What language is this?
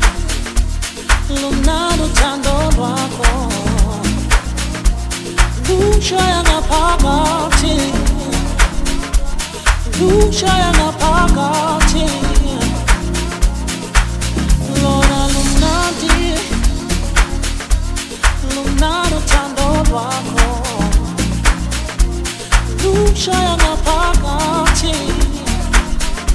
Zulu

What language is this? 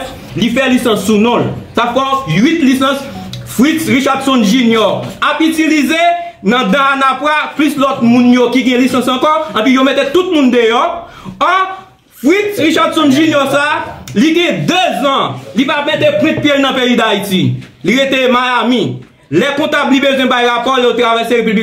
Haitian Creole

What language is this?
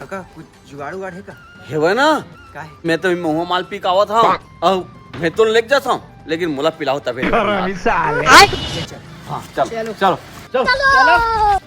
Chhattisgarhi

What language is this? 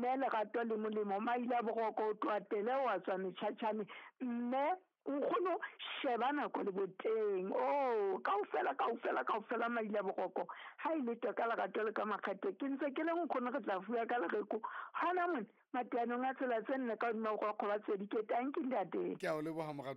Southern Sotho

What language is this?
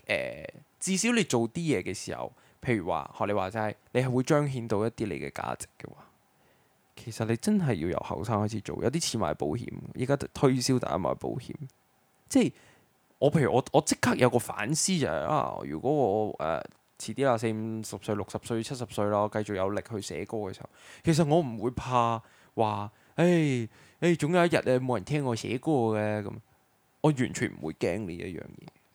Cantonese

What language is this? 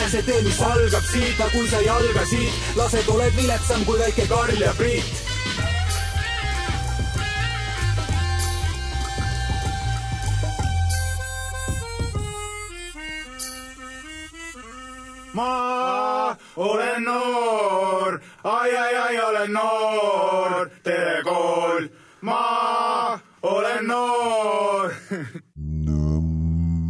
Estonian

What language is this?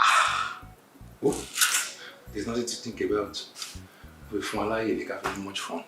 Yoruba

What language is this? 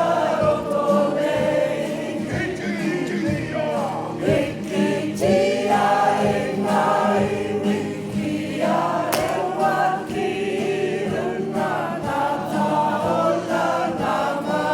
Māori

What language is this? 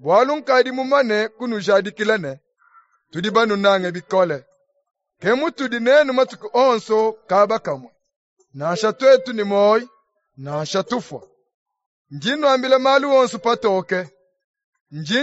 Luba-Lulua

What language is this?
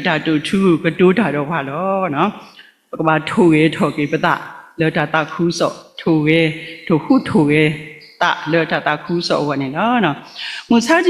S'gaw Karen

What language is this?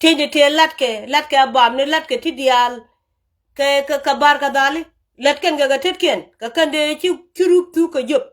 Nuer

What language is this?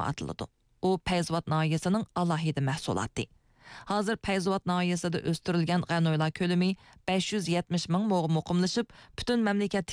Uyghur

